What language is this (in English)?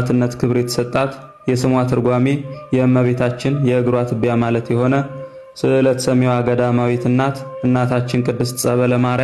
Amharic